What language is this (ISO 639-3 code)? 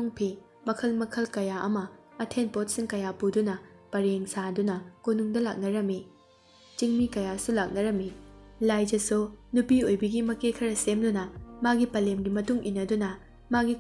mni